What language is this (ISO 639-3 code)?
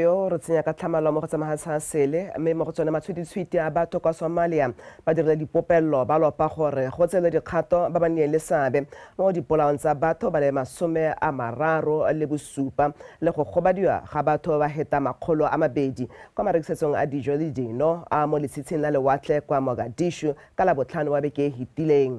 tsn